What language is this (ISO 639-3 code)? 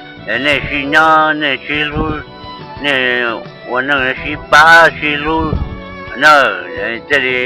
hmn